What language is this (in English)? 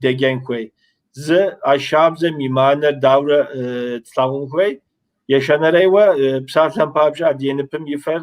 Kabardian